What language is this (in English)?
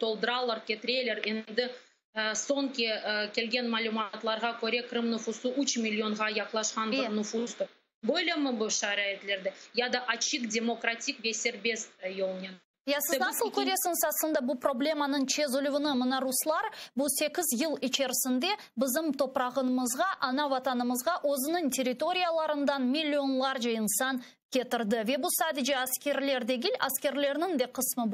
Crimean Tatar